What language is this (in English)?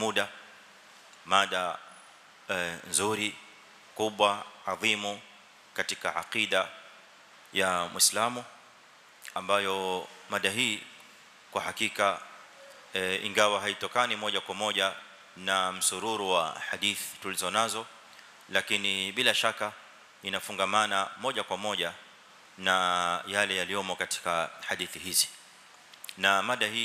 Swahili